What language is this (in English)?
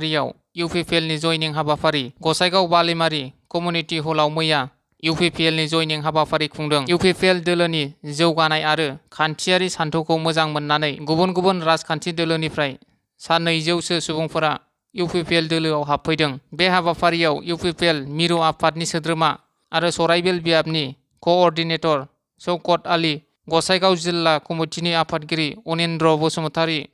Bodo